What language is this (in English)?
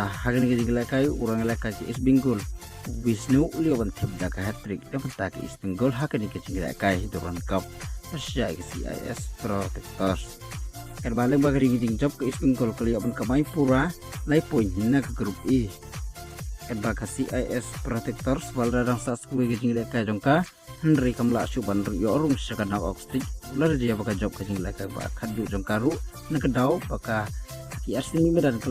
Khasi